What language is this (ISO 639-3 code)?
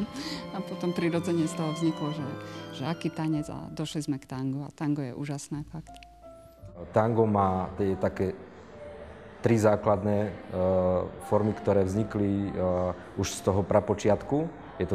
slk